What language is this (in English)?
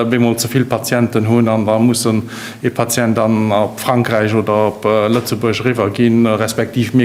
Luxembourgish